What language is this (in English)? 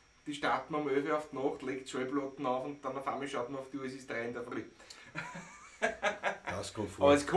Bavarian